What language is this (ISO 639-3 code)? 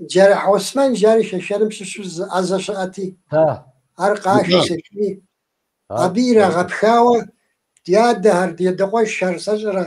kbd